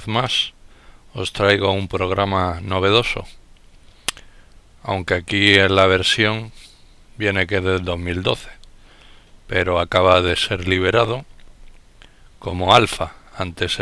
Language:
Spanish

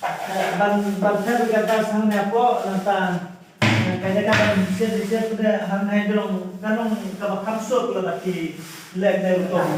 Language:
Khasi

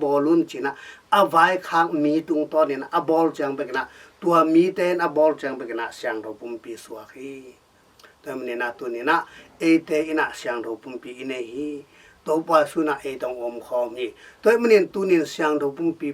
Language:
Tedim Chin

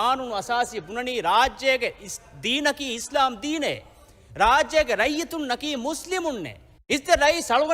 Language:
Divehi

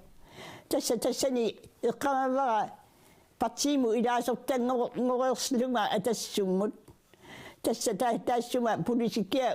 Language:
Kalaallisut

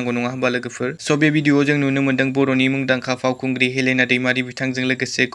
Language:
Bodo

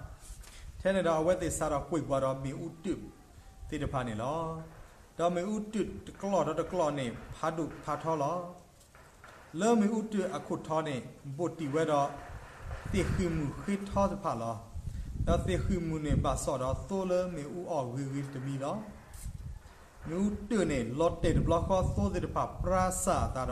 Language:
S'gaw Karen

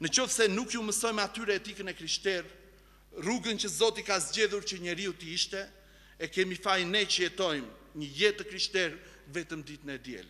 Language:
Albanian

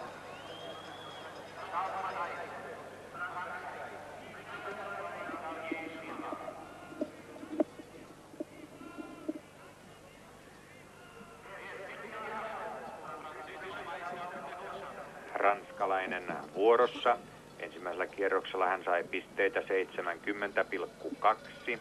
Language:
Finnish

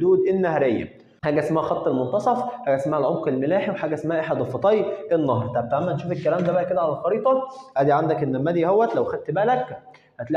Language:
Egyptian Arabic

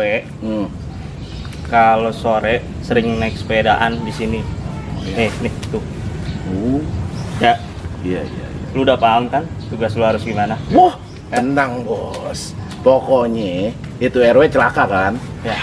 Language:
Betawi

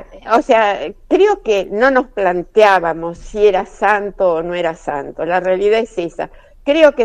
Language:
Spanish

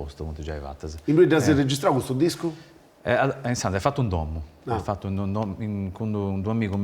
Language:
Sardinian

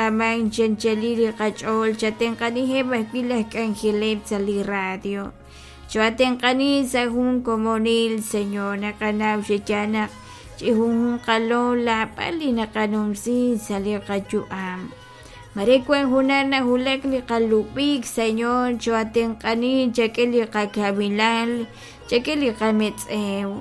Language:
Kekchí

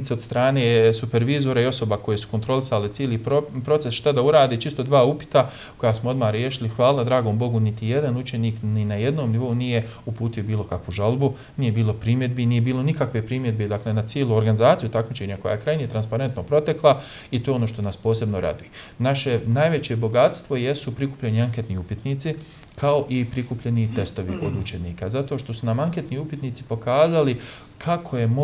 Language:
Bosnian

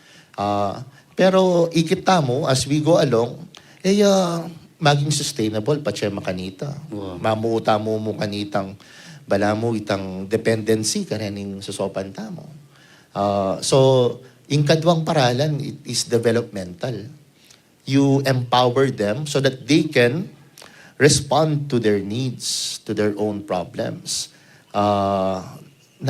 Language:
Pampanga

